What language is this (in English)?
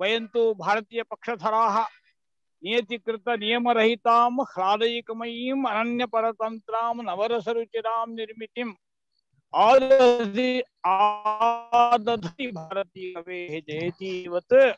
Sanskrit